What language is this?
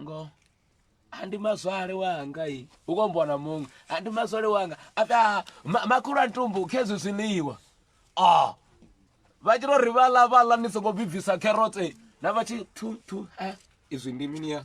Venda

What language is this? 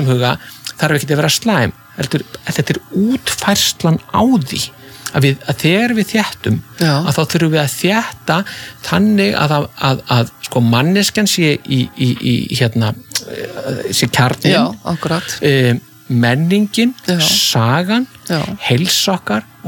Icelandic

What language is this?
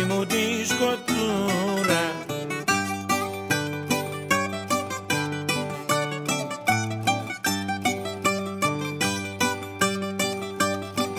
Greek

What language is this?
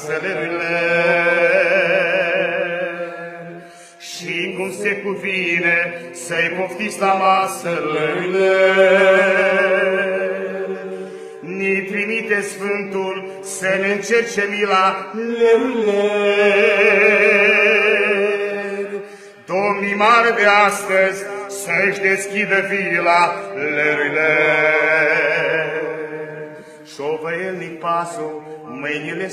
Romanian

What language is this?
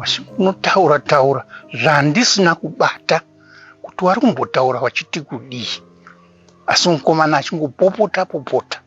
Shona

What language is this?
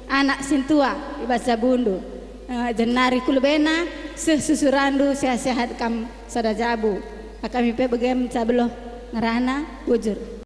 Batak Karo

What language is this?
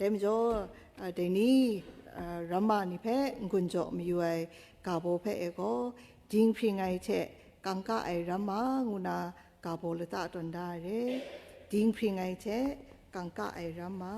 Kachin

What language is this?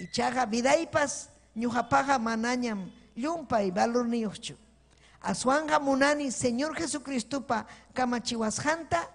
Ayacucho Quechua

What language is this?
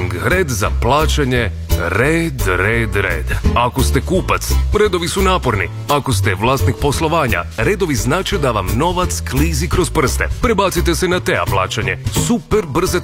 Croatian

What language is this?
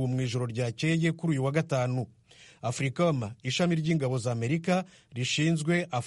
Kinyarwanda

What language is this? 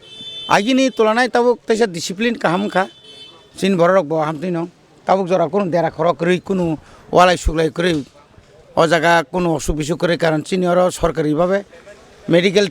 Kok Borok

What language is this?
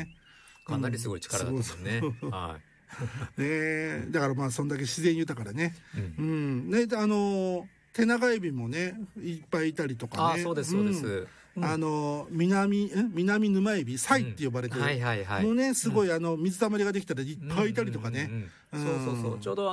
Japanese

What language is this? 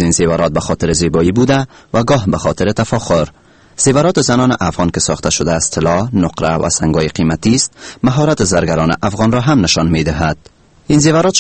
Persian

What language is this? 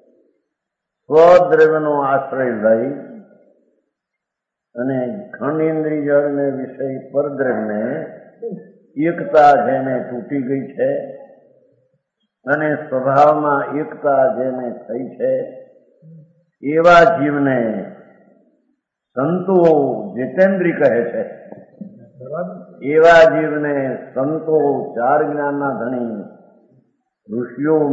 Gujarati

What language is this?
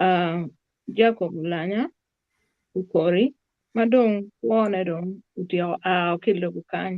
Acoli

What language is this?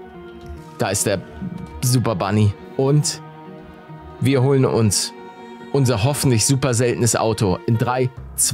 German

